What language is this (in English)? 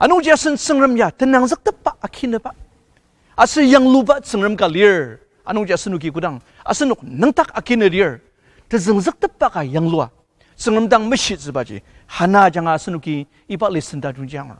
Ao Naga